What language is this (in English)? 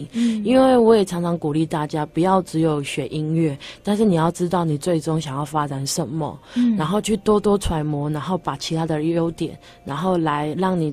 Chinese